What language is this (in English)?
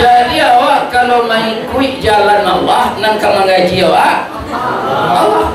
Minangkabau